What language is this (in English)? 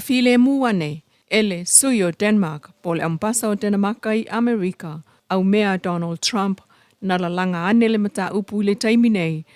Samoan